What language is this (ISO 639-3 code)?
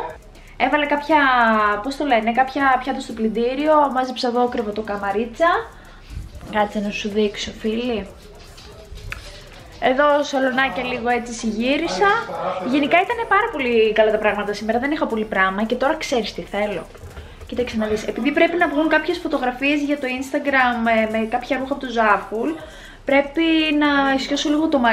ell